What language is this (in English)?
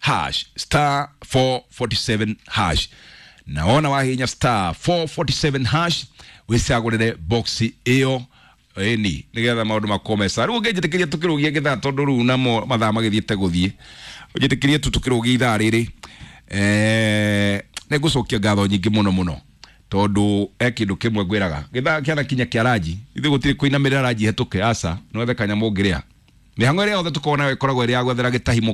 Kikuyu